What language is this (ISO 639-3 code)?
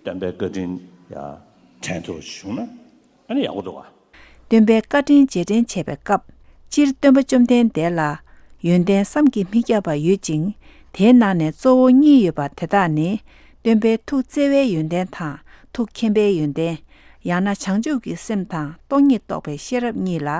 bod